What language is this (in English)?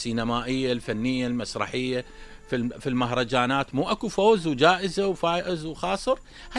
Mesopotamian Arabic